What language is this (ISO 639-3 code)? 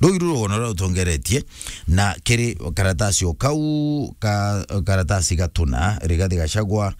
mer